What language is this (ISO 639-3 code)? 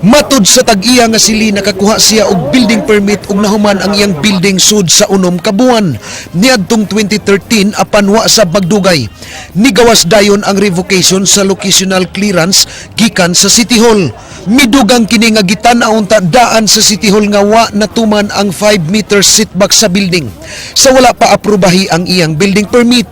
ceb